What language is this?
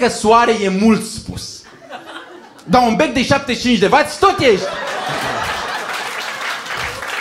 Romanian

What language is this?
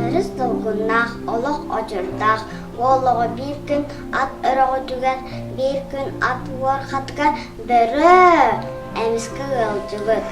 Yakut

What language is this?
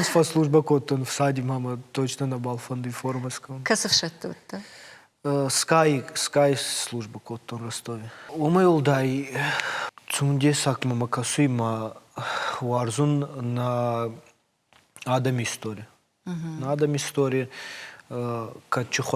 Ossetic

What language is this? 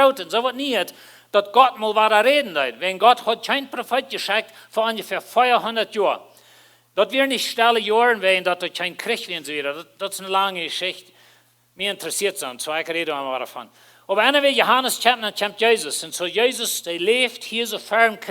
Plautdietsch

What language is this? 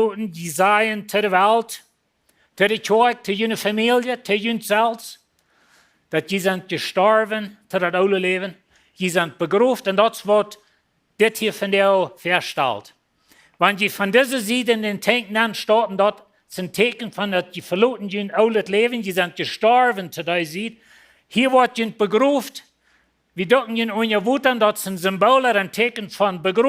Plautdietsch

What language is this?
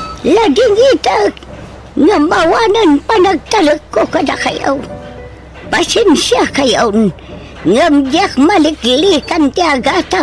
Iloko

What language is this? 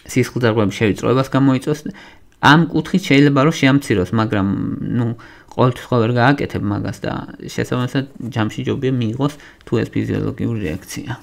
Georgian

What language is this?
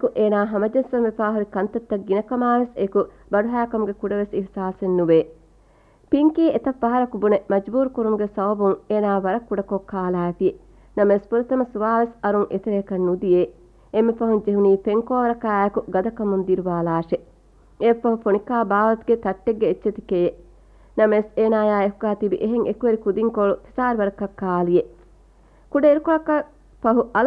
Divehi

